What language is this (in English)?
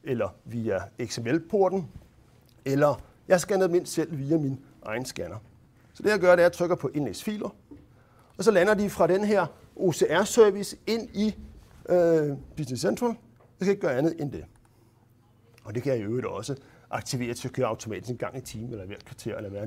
Danish